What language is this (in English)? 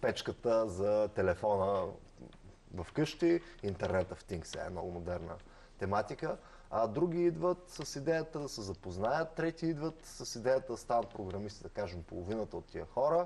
Bulgarian